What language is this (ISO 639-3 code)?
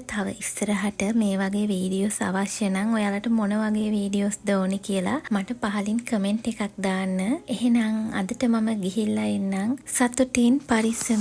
sin